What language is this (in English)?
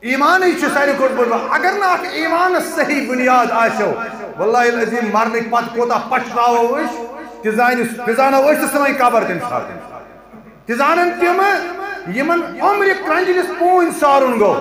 Kashmiri